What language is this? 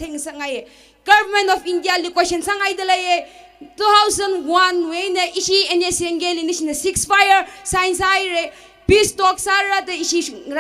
Tangkhul Naga (India)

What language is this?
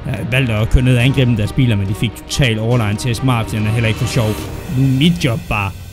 Danish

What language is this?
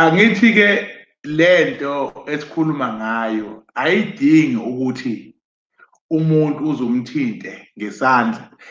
Zulu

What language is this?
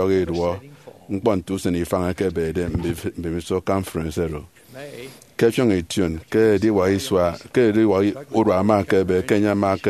Efik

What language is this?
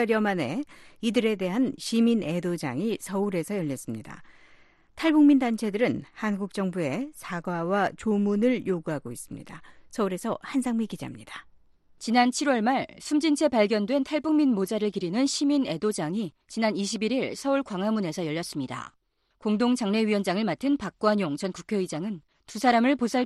Korean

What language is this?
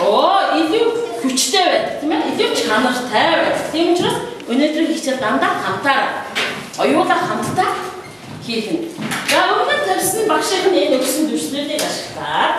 Mongolian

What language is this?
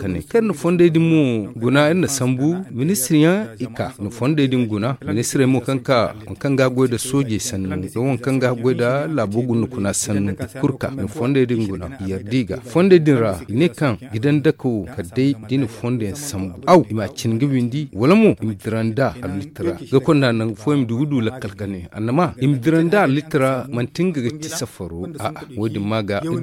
Zarma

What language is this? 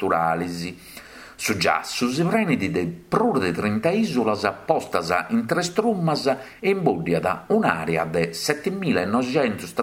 Sardinian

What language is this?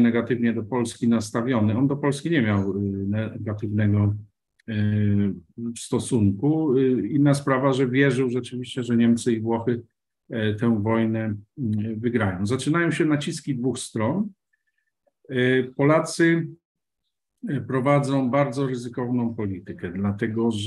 Polish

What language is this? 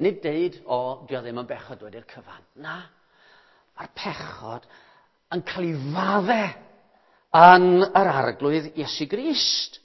Welsh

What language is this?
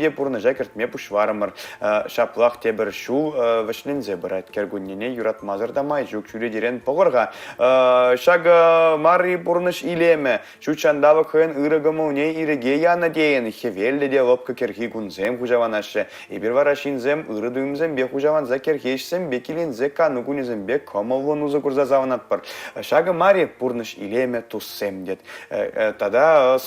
Chuvash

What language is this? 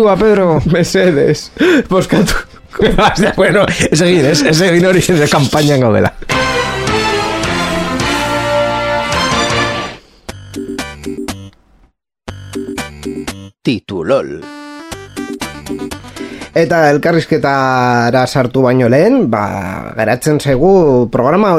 Basque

